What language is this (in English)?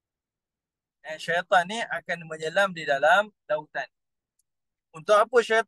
Malay